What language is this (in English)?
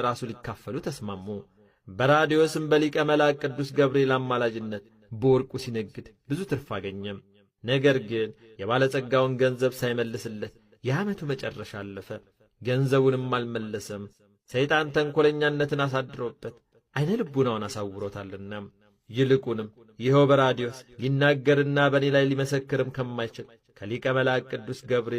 Amharic